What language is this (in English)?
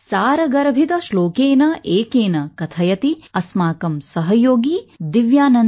Sanskrit